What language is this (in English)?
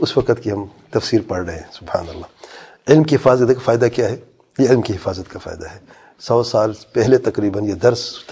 Urdu